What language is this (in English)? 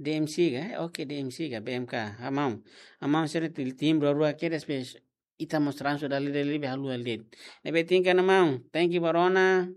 Tetum